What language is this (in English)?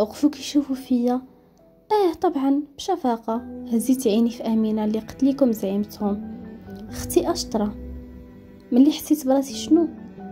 Moroccan Arabic